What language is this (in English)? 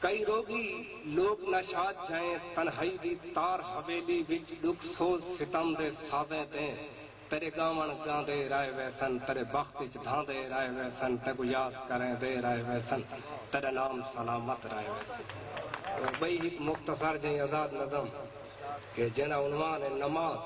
Saraiki